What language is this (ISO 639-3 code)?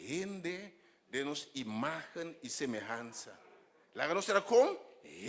pap